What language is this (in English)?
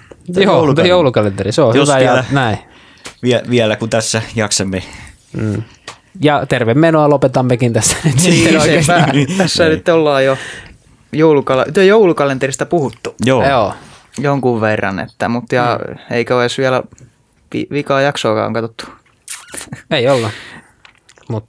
Finnish